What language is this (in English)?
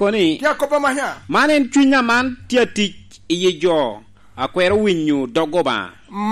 Lango (Uganda)